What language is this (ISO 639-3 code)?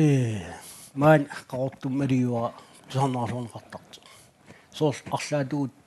kal